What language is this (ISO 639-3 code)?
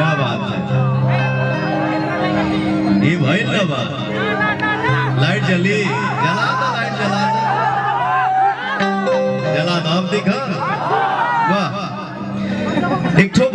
bho